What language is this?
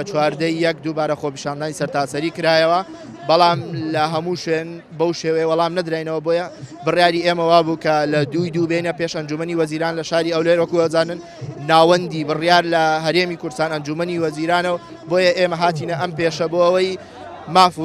Central Kurdish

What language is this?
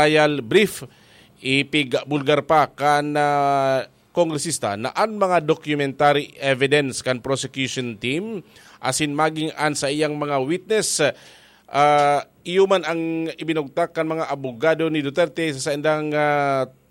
Bikol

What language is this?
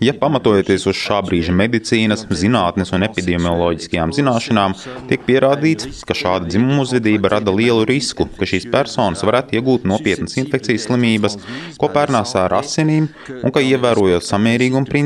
Latvian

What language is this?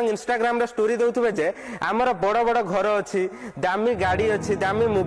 Odia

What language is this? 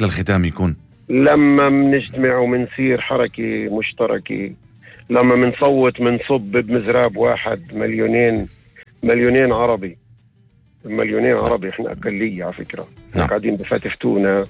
North Levantine Arabic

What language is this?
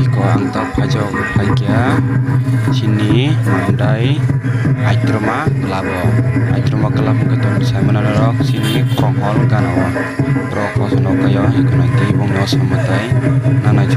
Kok Borok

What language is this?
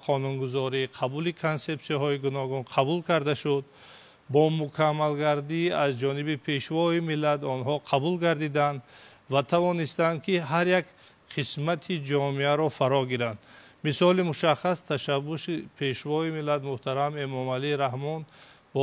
Tajik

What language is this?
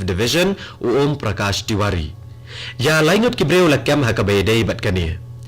Khasi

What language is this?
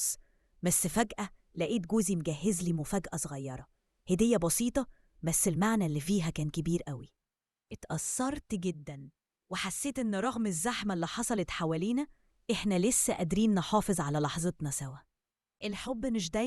Egyptian Arabic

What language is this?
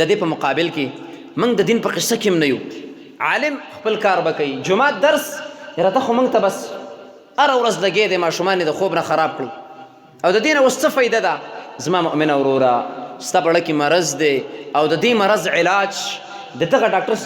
Pashto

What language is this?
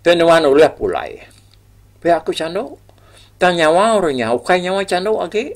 Iban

